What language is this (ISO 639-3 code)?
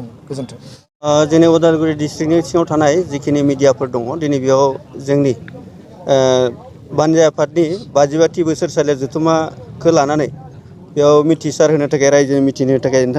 brx